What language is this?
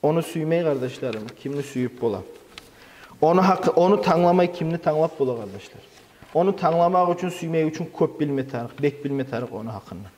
Kumyk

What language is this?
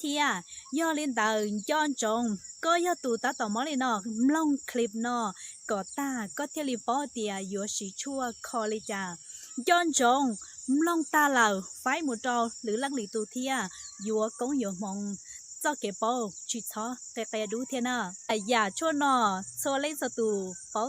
Hmong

